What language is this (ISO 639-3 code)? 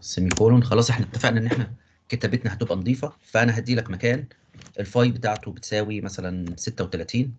arz